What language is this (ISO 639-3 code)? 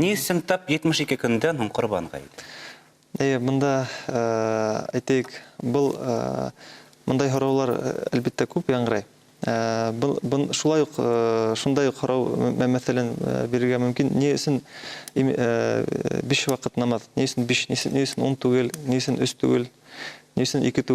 bak